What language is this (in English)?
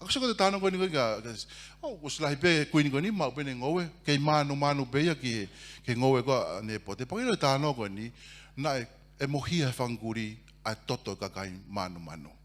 Tongan